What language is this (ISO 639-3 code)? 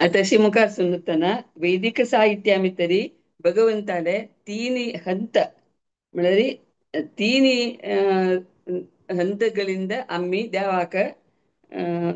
kok